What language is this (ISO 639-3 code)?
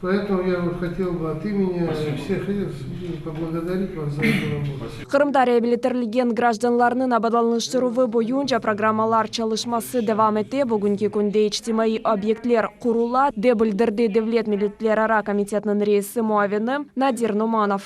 crh